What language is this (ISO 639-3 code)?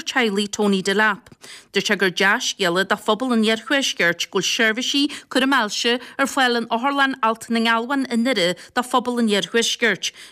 gle